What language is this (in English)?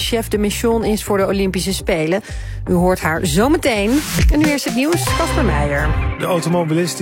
Dutch